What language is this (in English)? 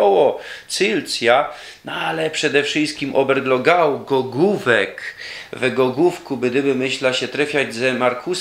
Silesian